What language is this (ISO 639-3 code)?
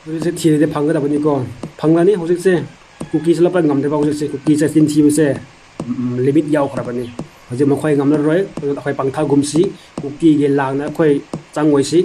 mni